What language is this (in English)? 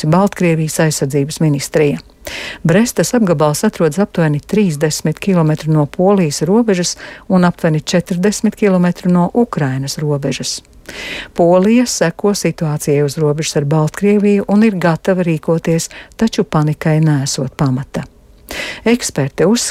Latvian